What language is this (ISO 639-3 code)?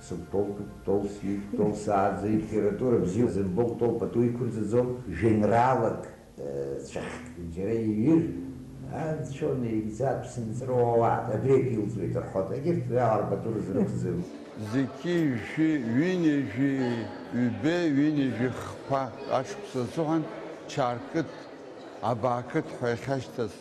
abk